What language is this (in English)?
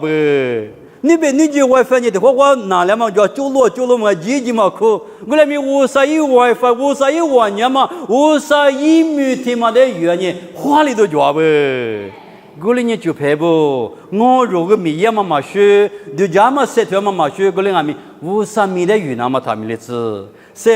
Lisu